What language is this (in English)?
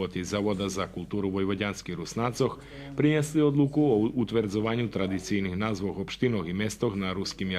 Rusyn